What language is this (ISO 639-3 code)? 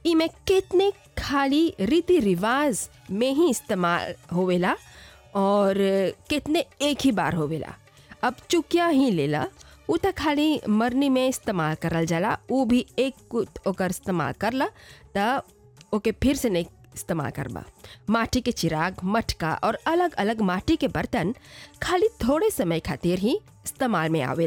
bho